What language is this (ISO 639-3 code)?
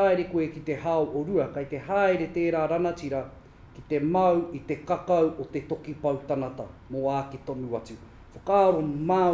mri